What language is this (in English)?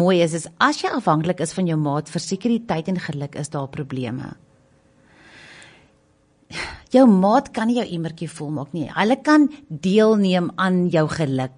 Afrikaans